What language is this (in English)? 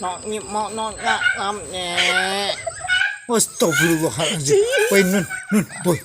Minangkabau